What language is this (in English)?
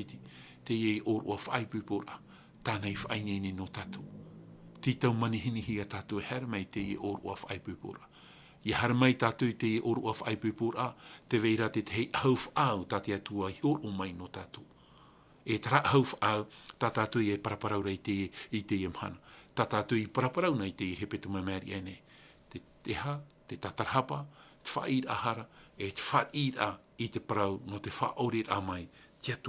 Tahitian